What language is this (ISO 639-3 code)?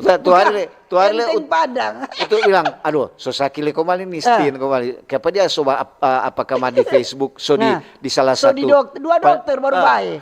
xmm